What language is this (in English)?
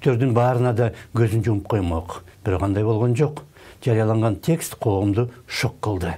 Kyrgyz